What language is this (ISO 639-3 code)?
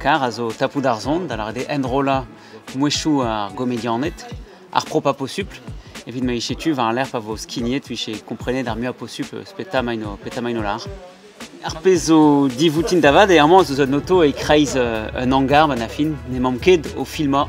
bre